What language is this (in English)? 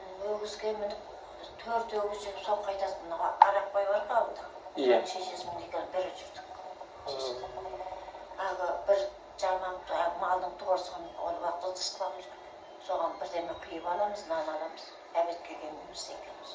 Kazakh